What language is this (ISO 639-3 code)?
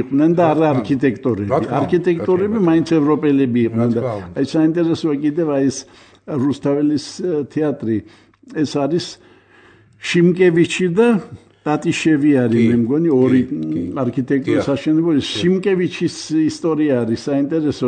kat